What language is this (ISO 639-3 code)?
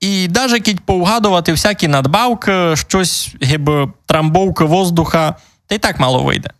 rue